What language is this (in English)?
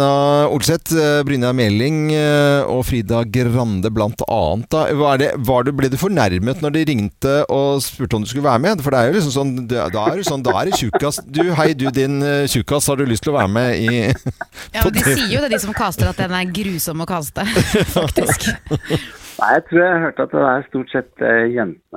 Norwegian